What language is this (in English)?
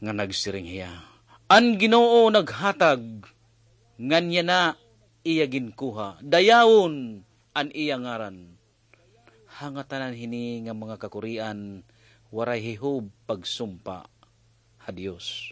Waray